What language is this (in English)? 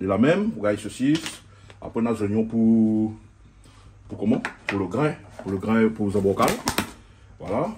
Réunion Creole French